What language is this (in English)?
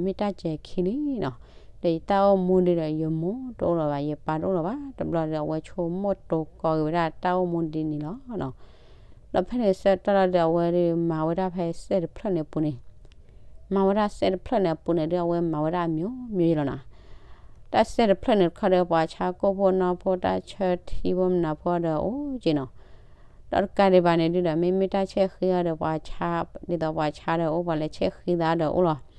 S'gaw Karen